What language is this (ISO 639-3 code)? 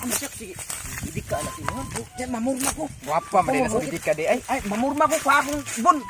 ceb